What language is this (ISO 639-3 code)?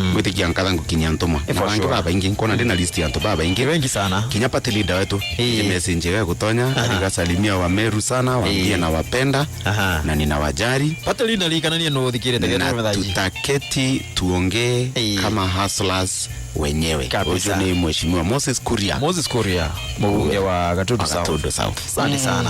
mer